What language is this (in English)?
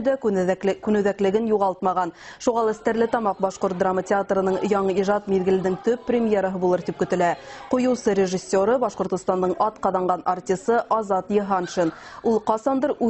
Bashkir